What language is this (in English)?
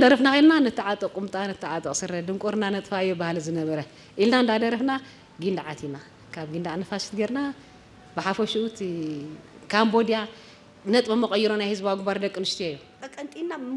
Tigrinya